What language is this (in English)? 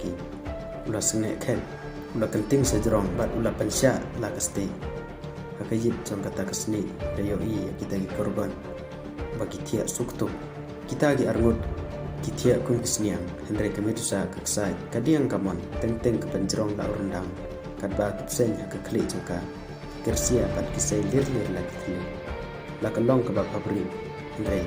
Khasi